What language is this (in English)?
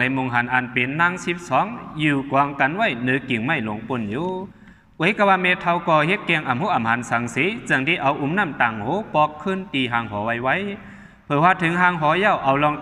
Shan